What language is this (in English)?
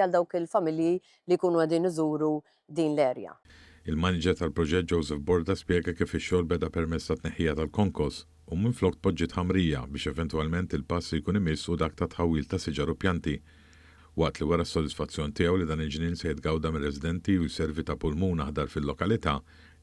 Maltese